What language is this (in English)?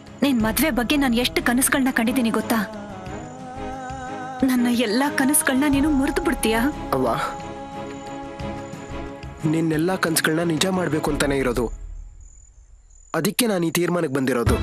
Kannada